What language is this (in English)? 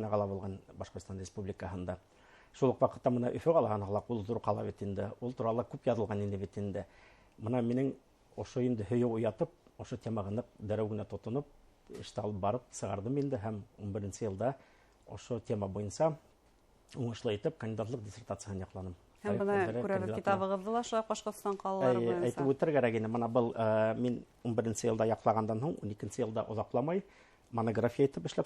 Bashkir